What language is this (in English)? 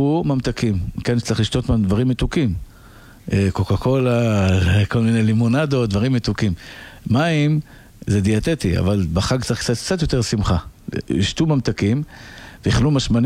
Hebrew